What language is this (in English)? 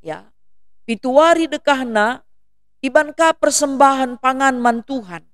Batak Karo